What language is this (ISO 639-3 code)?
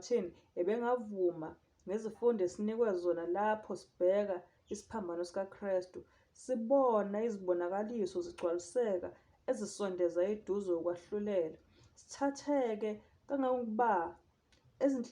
zul